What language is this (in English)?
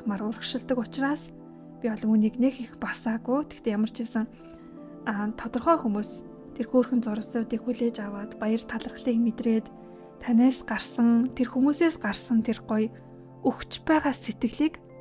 Mongolian